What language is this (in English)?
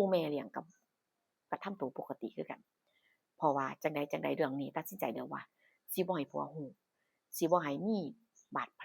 Northeastern Thai